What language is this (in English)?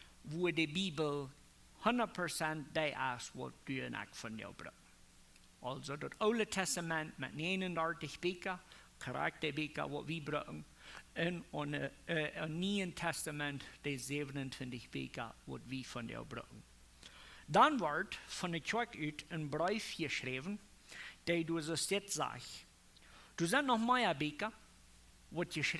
Plautdietsch